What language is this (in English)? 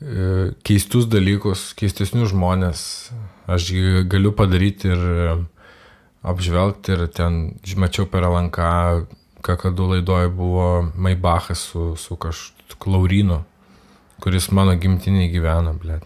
Lithuanian